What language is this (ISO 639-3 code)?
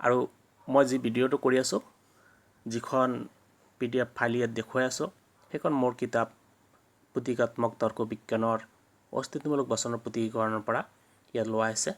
asm